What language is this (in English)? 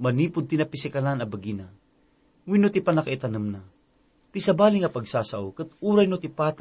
Iloko